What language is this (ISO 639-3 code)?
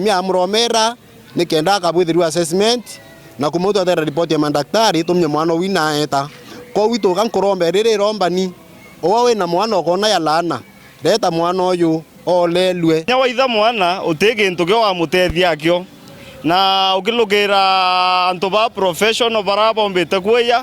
mer